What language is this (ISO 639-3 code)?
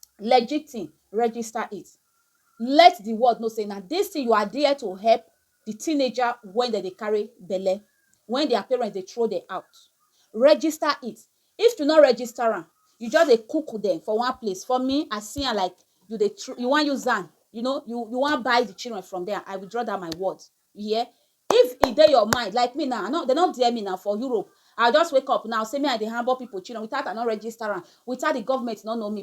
pcm